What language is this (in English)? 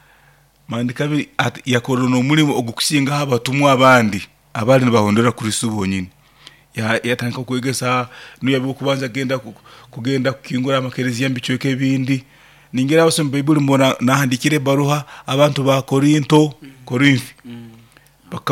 Nyankole